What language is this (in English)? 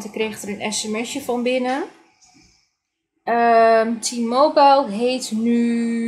Dutch